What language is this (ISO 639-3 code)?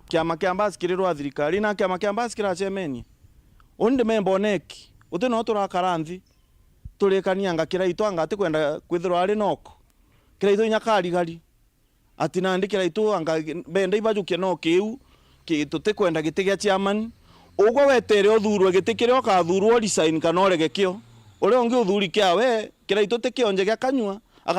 mer